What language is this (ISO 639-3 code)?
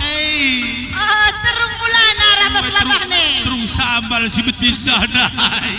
btx